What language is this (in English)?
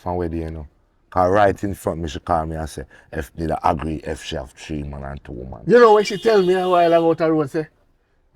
Jamaican Creole English